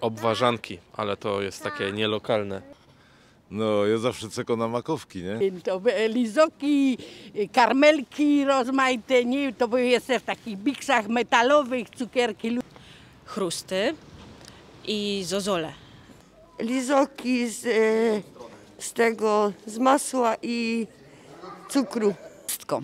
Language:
Silesian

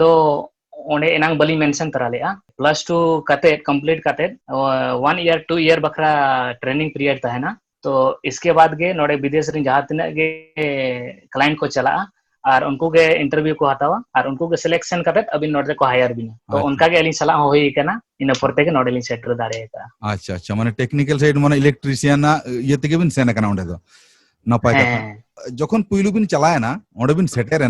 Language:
Santali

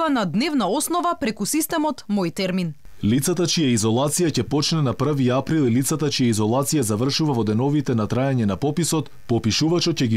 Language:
Macedonian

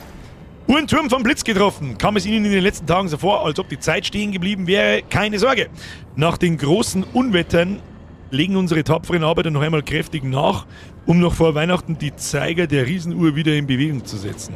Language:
Bavarian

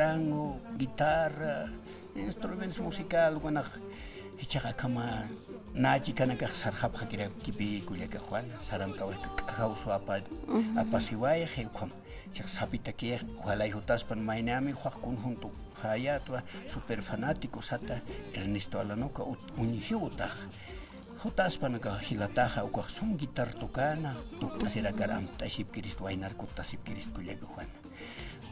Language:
Aymara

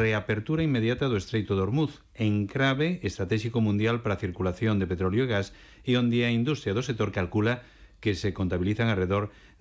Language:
Galician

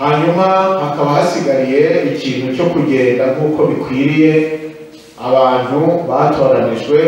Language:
Kinyarwanda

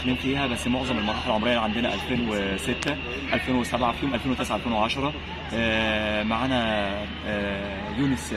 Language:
Egyptian Arabic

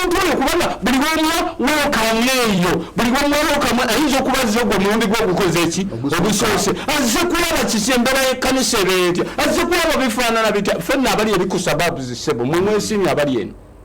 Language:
Ganda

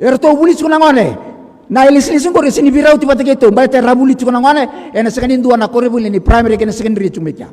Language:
Fijian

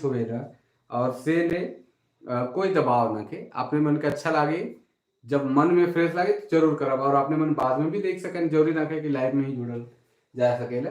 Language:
Sadri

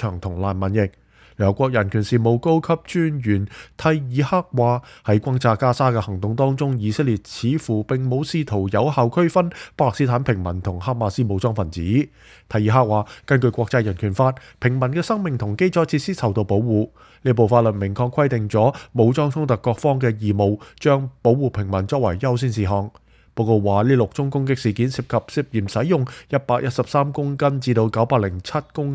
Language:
Cantonese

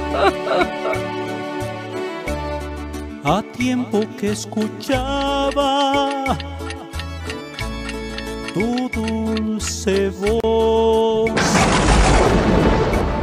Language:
Spanish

